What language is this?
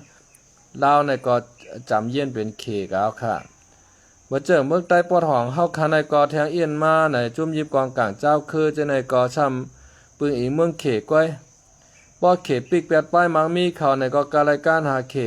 Shan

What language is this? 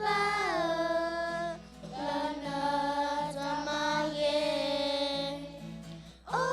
S'gaw Karen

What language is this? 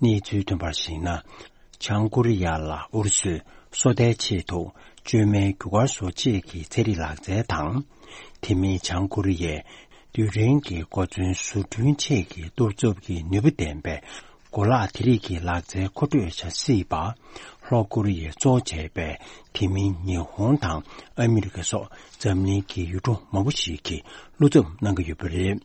Tibetan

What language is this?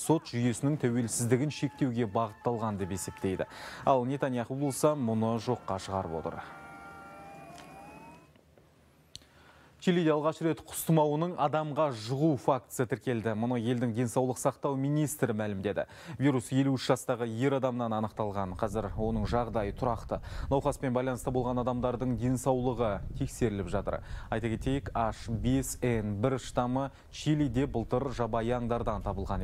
Kazakh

